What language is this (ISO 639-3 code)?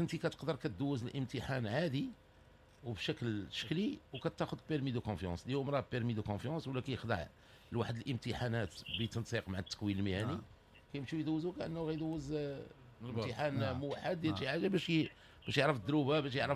ary